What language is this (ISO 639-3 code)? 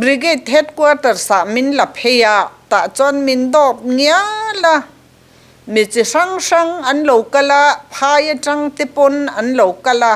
lus